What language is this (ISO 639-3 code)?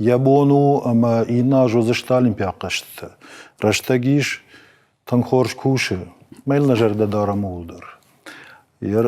oss